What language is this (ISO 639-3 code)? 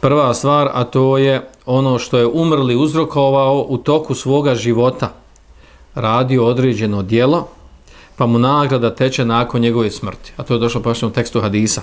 bos